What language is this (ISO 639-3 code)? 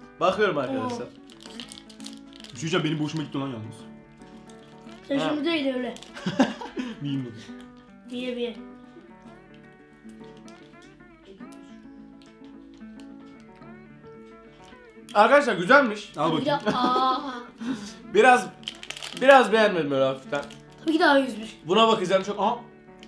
tur